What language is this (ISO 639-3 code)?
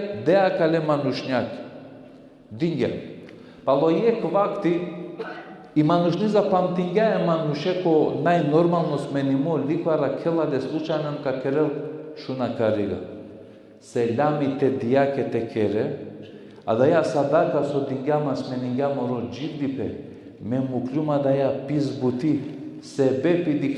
rmn